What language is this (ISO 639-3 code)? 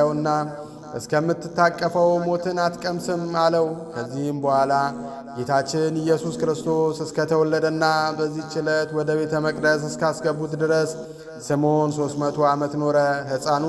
amh